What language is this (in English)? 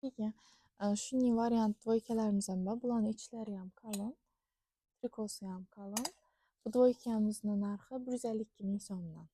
Uzbek